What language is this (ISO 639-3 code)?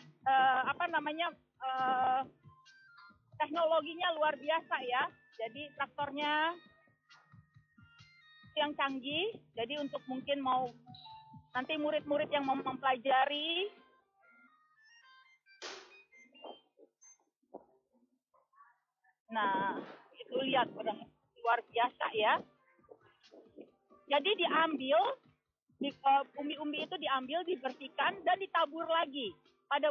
ind